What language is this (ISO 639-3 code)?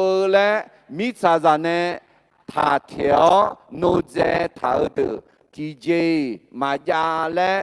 ahk